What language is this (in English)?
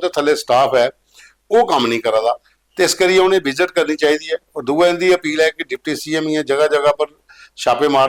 Dogri